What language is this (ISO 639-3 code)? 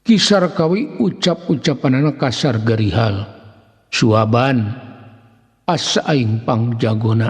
sun